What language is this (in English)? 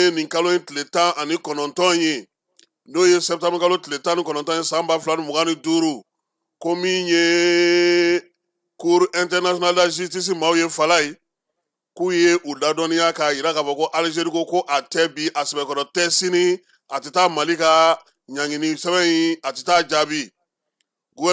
Bambara